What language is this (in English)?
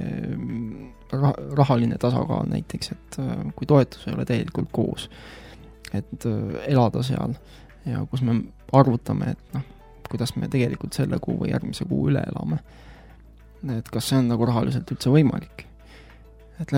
Estonian